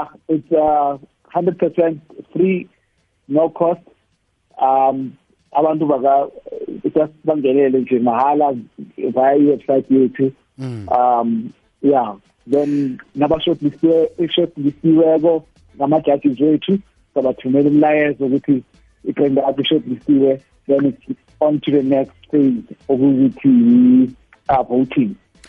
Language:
South Ndebele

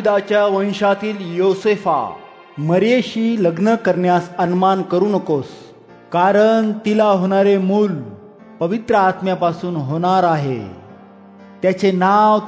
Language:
Marathi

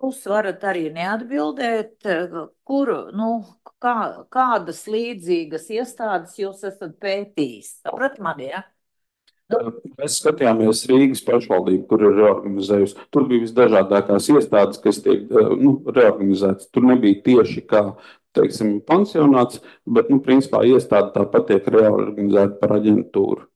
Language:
Latvian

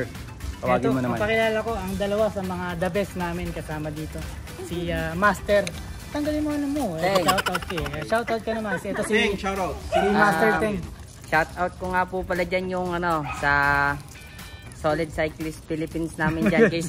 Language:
Filipino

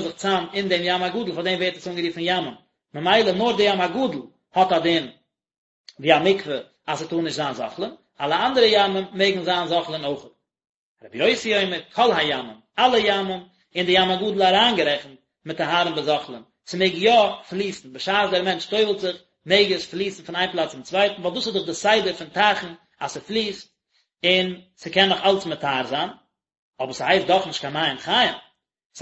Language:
Yiddish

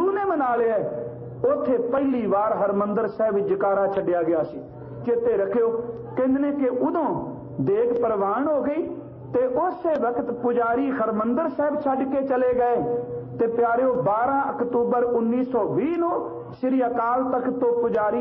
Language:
Punjabi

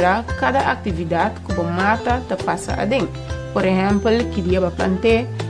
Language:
Papiamento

